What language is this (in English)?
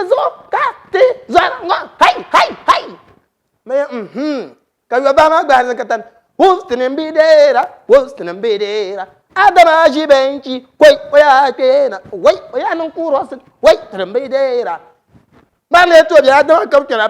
Dagbani